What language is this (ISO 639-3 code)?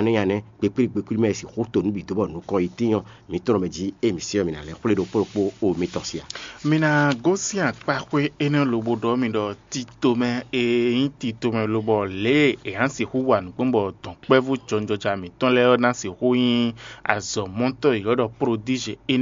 fon